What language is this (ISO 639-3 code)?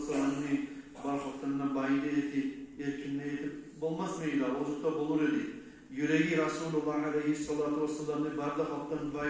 kum